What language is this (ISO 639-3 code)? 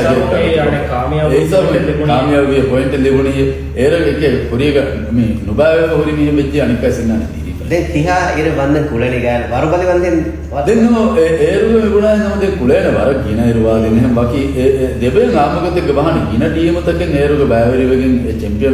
div